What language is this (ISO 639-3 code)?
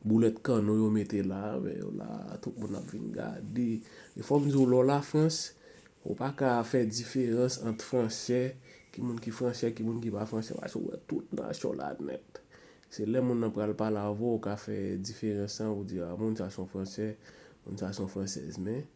hat